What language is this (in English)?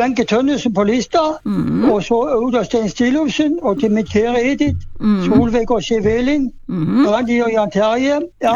Norwegian